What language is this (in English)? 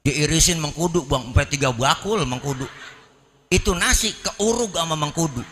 Betawi